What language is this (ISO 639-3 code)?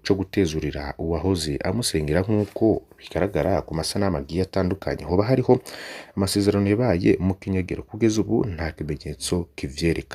run